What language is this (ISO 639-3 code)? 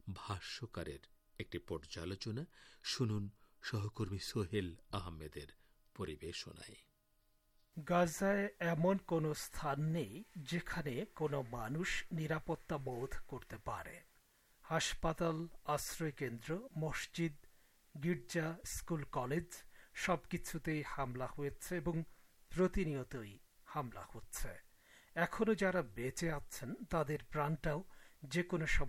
ben